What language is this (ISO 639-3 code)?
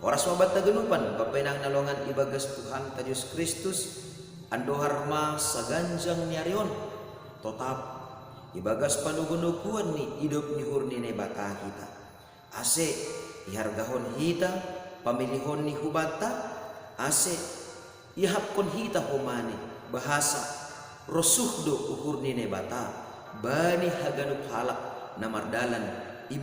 bts